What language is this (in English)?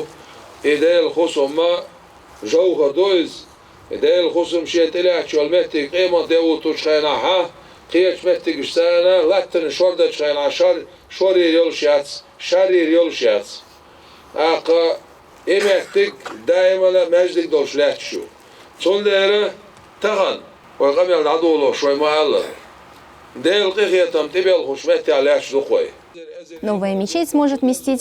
Chechen